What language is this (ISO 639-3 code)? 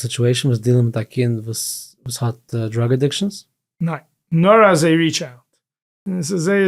yid